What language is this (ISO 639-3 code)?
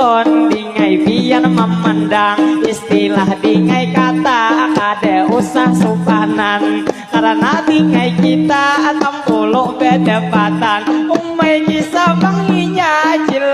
bjn